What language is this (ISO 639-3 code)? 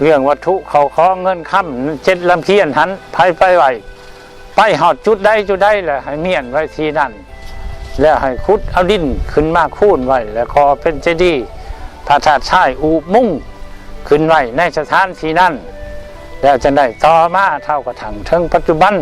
lao